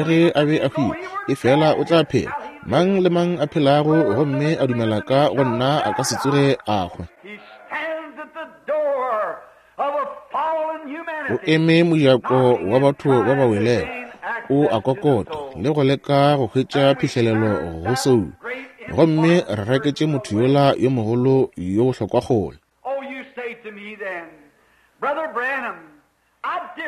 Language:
Northern Sotho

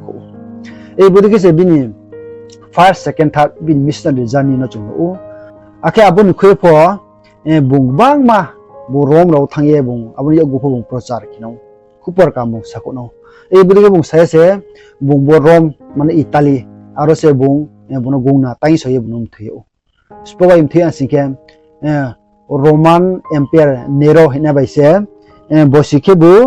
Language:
Riang (India)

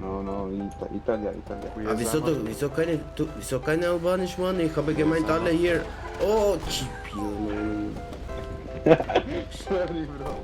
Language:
Swiss German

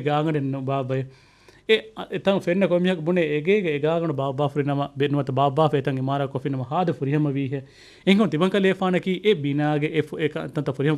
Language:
Divehi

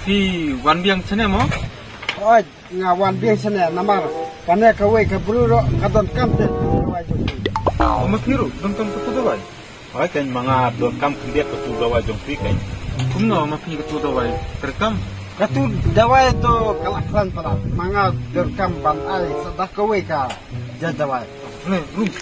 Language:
Khasi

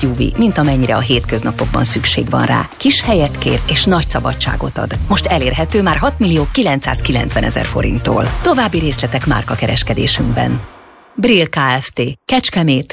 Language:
Hungarian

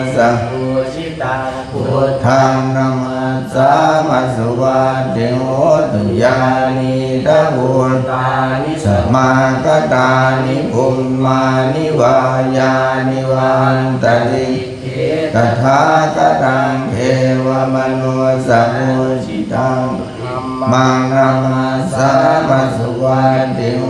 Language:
Pali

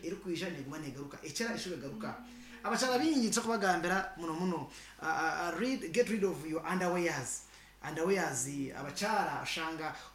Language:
Nyankole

